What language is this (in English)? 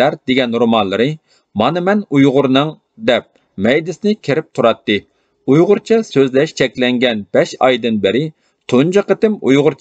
Uyghur